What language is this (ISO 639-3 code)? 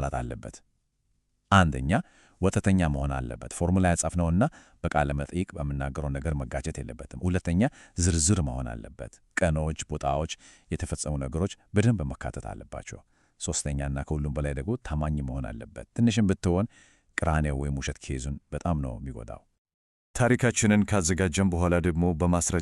amh